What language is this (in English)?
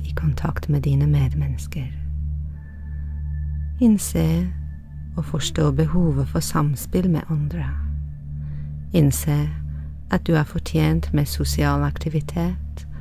Norwegian